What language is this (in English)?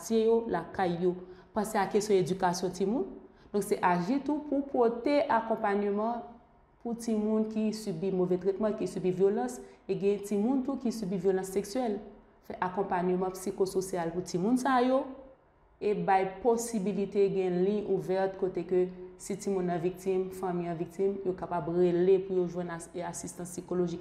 Haitian Creole